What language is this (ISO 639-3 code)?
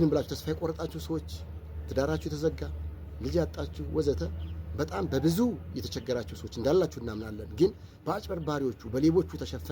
amh